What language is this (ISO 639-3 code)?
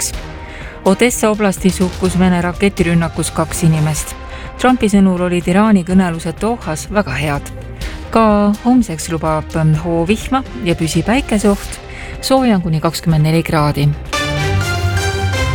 est